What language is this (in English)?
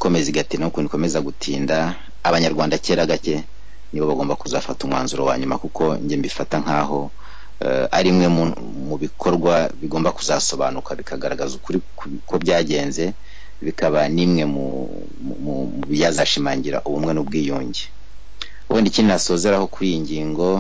Kinyarwanda